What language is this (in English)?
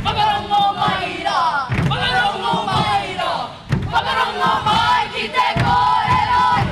Māori